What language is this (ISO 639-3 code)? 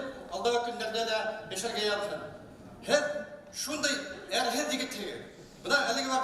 bak